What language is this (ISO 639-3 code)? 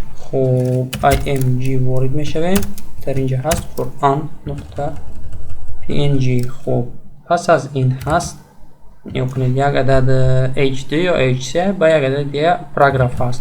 tgk